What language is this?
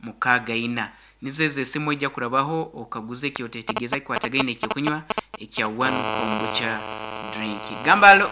Nyankole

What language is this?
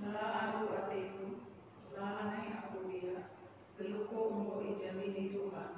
Batak Karo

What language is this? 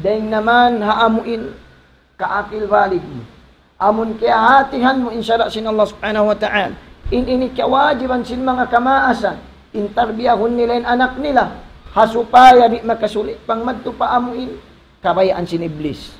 Tausug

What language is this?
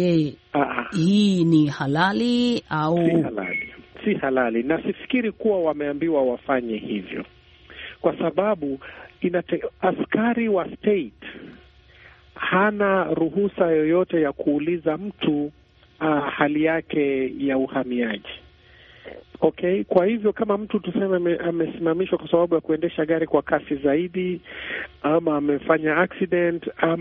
Swahili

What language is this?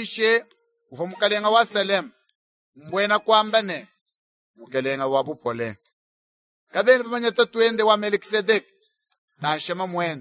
Luba-Lulua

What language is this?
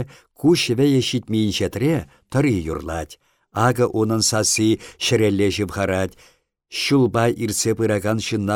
Chuvash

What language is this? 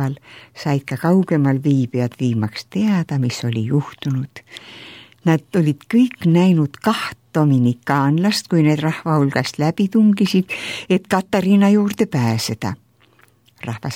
Estonian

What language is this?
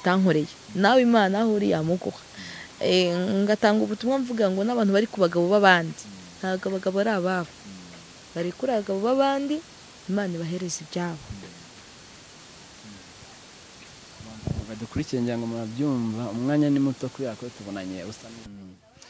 Kinyarwanda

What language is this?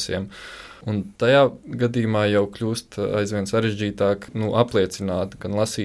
Latvian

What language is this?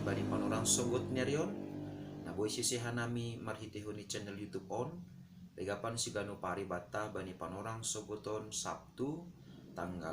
Batak Simalungun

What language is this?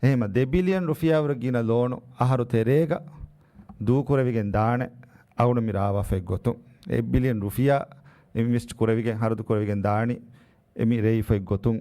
Divehi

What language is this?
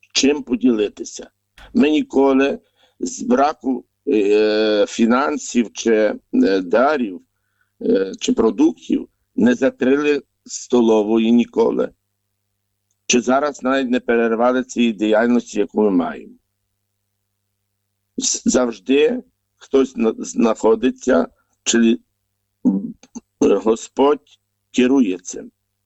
Ukrainian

